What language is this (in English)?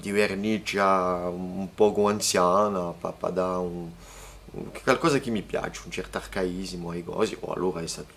Corsican